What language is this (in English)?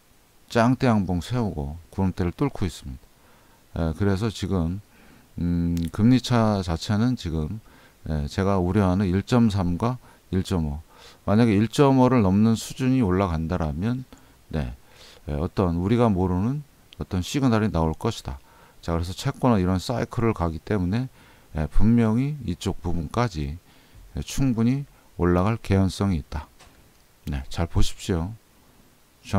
Korean